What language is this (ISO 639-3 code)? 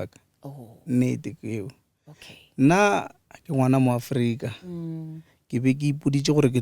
nso